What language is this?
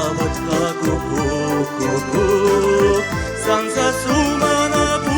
Chuvash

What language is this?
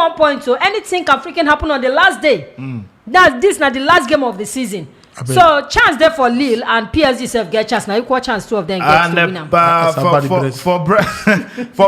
Nigerian Pidgin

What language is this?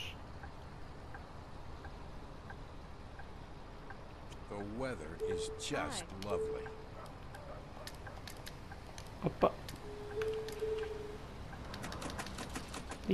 Portuguese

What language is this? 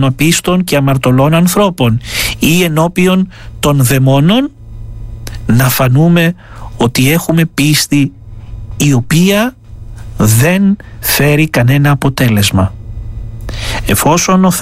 Greek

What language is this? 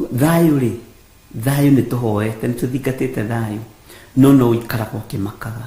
Kikuyu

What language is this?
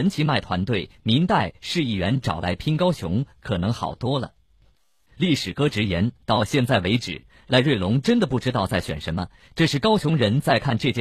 Chinese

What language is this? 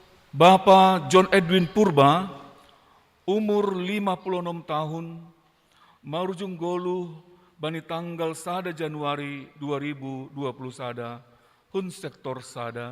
Batak Simalungun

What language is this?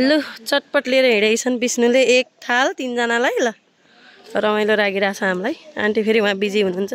Nepali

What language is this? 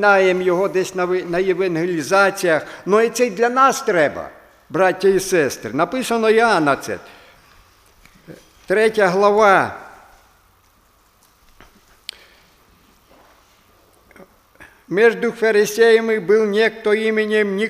Ukrainian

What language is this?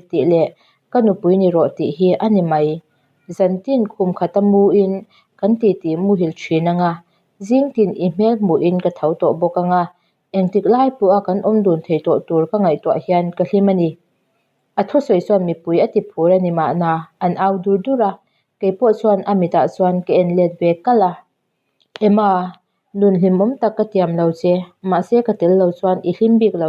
Mizo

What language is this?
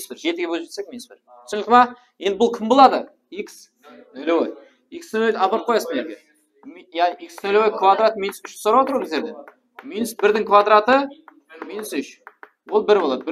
Kara-Kalpak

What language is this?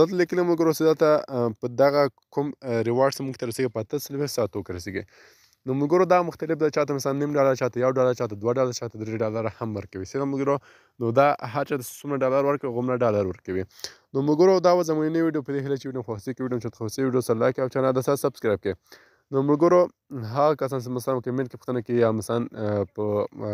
Pashto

